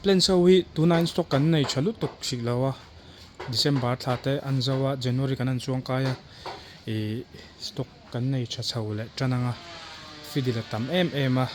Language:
Mizo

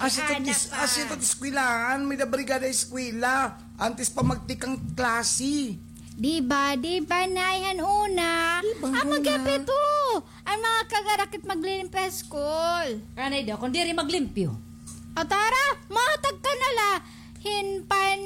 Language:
Waray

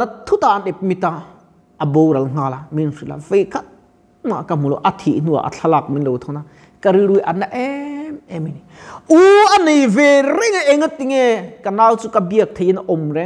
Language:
Mizo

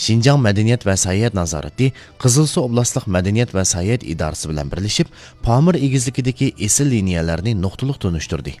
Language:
Uyghur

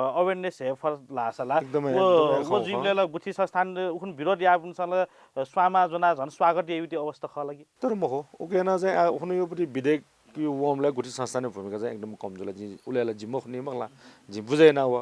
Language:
Newari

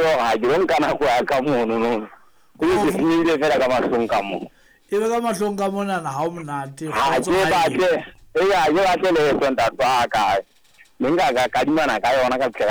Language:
Southern Sotho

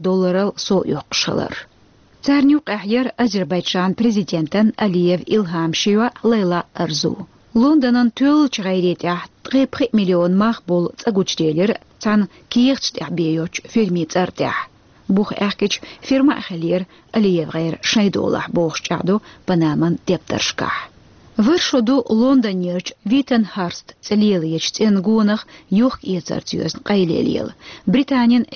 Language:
Chechen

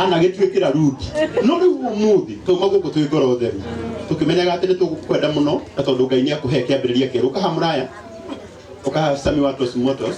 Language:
Kikuyu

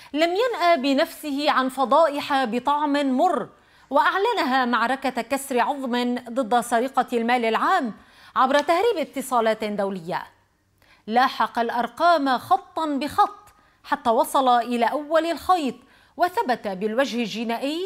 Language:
Arabic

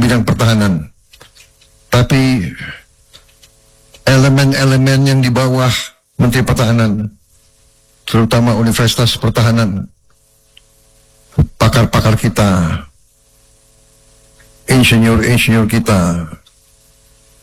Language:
Indonesian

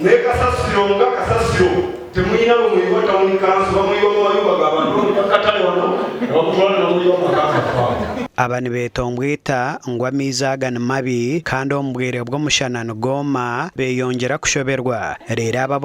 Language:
Nyankole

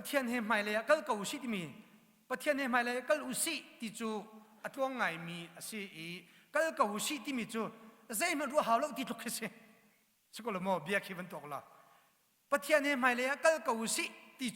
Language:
Hakha Chin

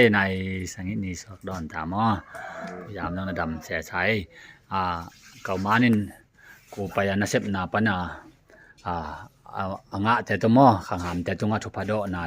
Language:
Tedim Chin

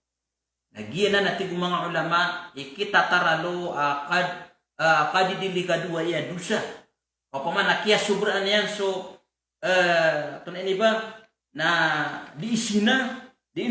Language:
Maranao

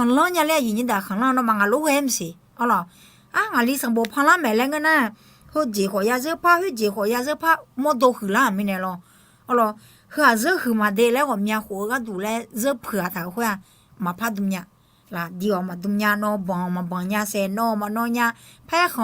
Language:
Akha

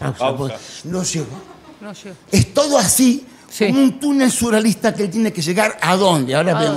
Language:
Spanish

